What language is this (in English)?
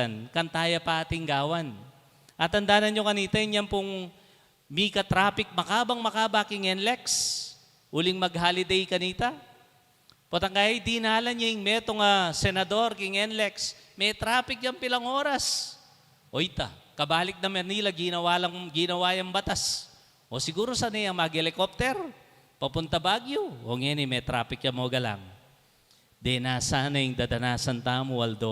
Pampanga